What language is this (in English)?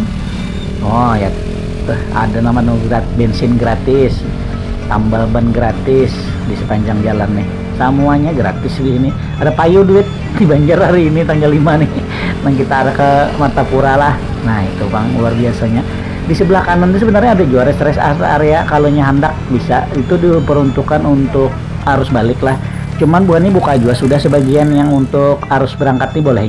Banjar